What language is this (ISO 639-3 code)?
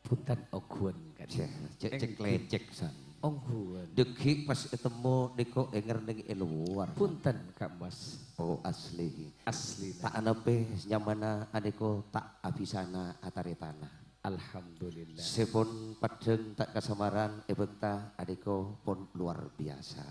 mad